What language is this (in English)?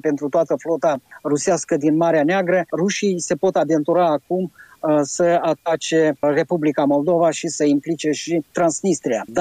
Romanian